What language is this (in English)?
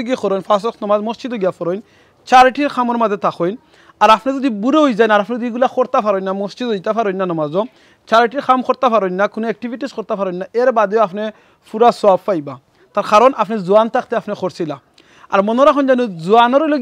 Sylheti